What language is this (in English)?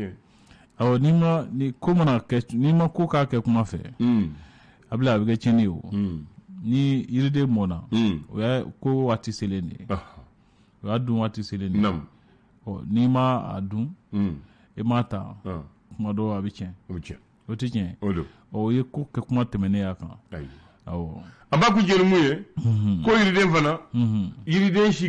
Bambara